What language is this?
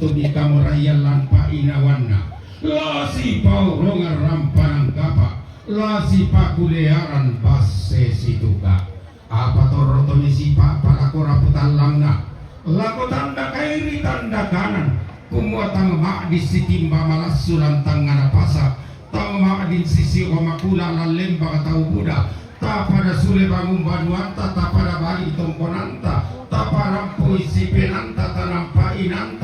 Toraja-Sa'dan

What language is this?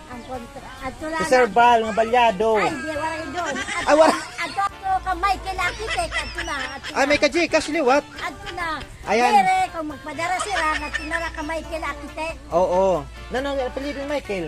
Waray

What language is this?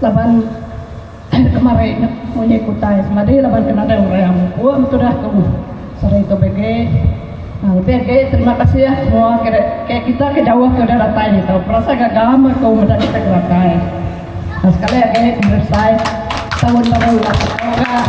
Iban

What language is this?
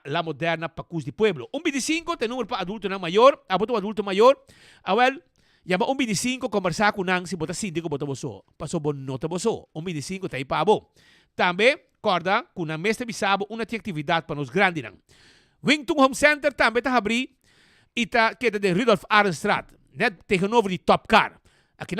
Papiamento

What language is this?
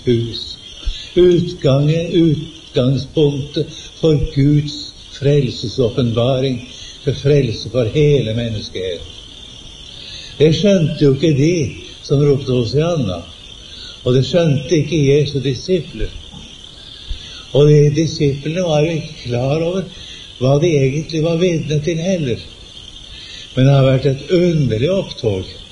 Norwegian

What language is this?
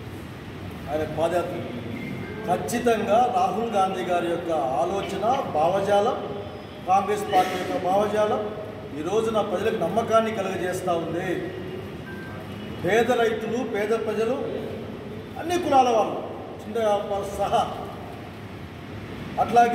Telugu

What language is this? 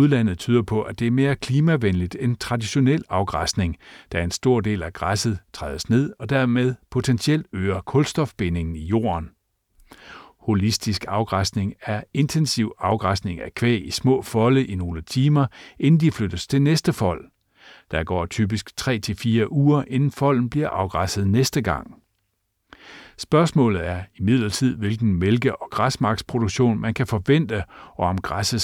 Danish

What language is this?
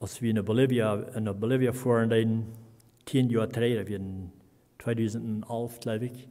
Plautdietsch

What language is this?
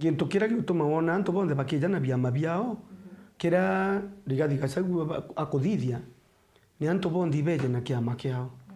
Meru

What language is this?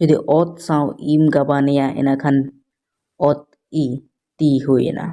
Santali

